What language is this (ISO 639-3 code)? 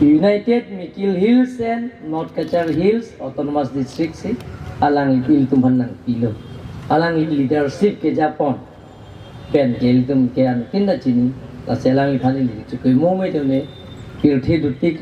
mjw